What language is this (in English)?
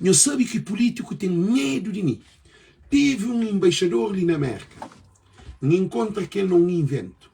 Kabuverdianu